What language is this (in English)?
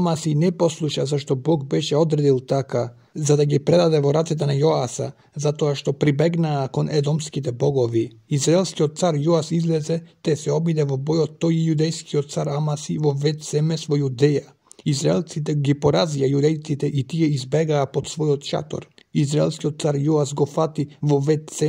Macedonian